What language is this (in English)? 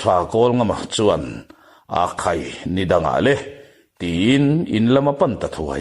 Mizo